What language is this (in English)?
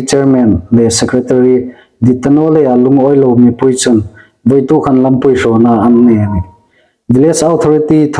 Hmar